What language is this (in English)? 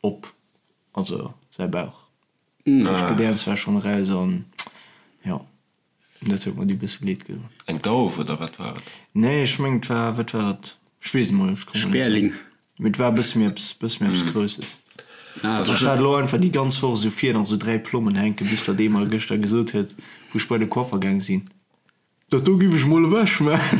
Luxembourgish